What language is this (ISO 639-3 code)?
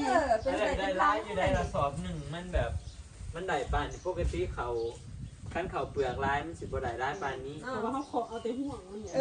tts